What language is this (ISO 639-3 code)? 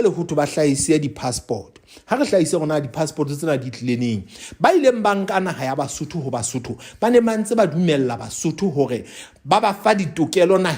sot